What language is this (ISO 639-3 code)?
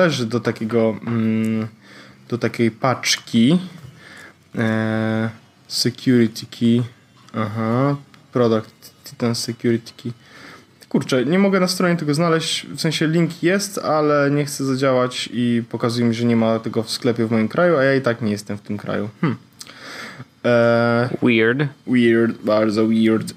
pol